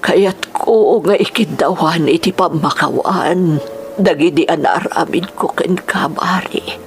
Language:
Iloko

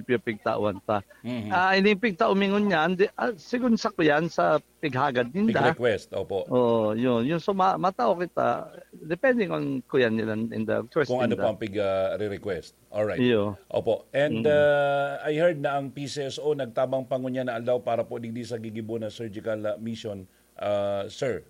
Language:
Bikol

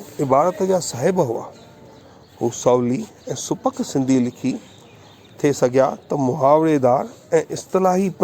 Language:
Sindhi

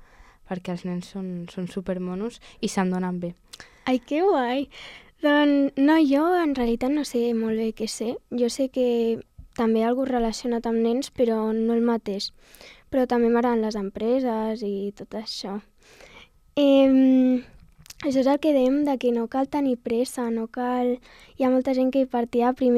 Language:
Catalan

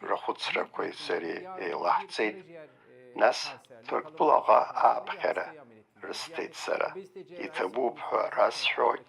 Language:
Abkhazian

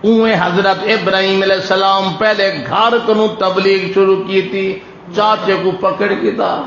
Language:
Saraiki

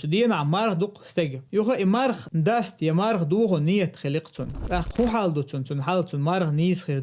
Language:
Chechen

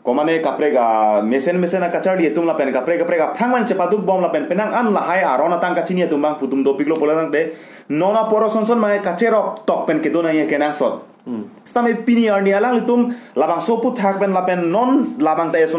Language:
Karbi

